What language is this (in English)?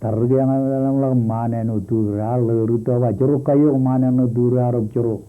Marshallese